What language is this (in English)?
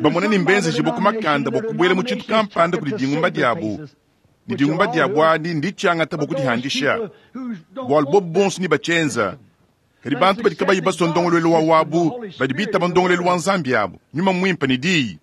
Luba-Lulua